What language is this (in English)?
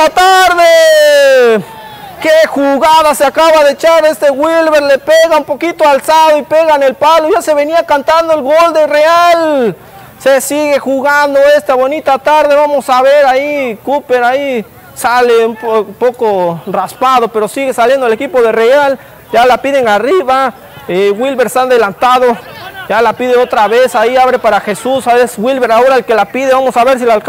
Spanish